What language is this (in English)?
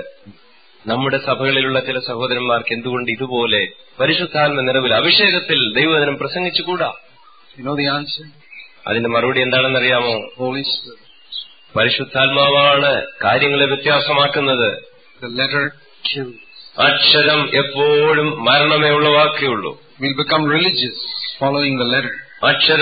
Malayalam